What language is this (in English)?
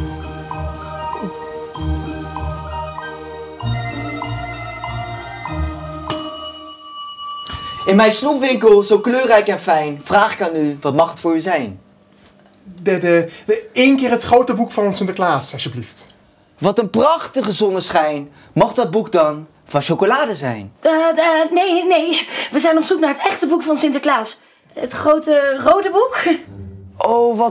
Dutch